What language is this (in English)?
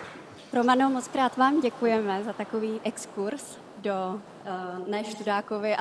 Czech